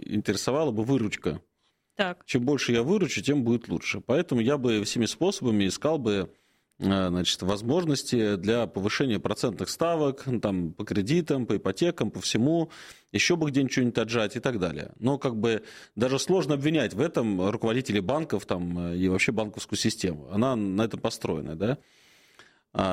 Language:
Russian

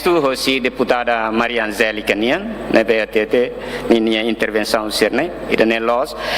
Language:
Tetum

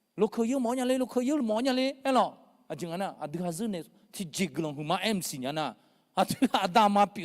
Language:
Akha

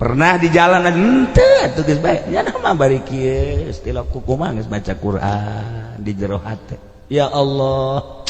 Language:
Sundanese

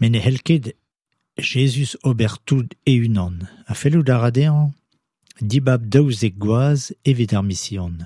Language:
Breton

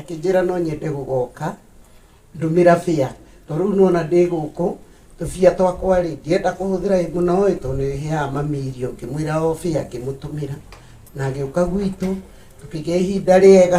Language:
Kikuyu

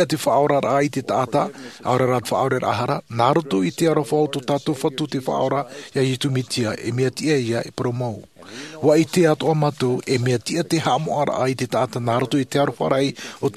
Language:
Tahitian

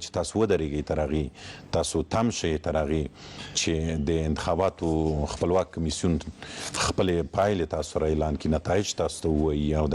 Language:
Pashto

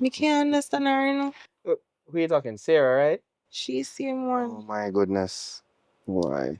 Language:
Jamaican Creole English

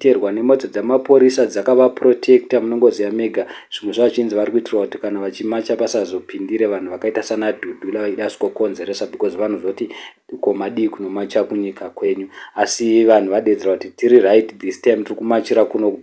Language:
Shona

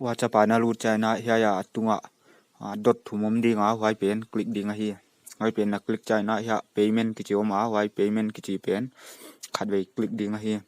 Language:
Paite Chin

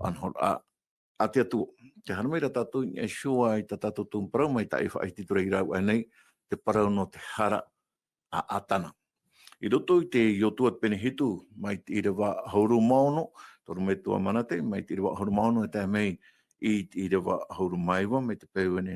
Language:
Tahitian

